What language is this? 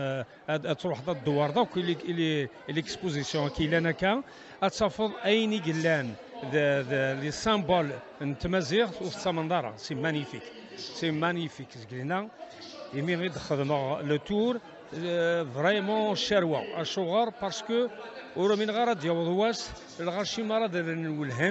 Kabyle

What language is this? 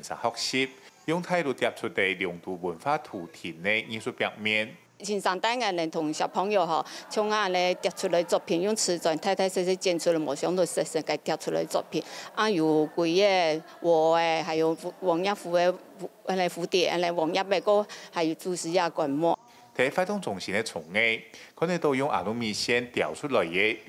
Hakka Chinese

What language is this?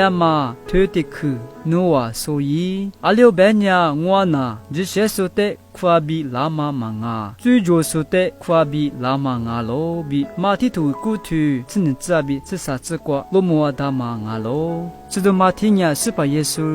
Lisu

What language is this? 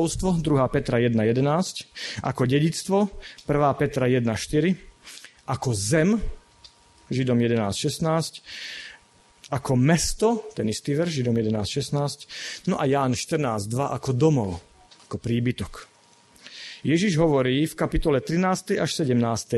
Slovak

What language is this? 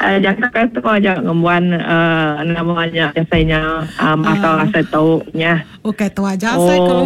Iban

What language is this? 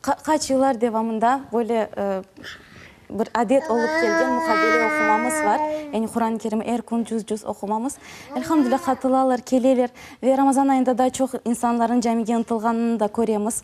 Crimean Tatar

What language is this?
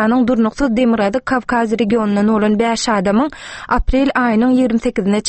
Turkmen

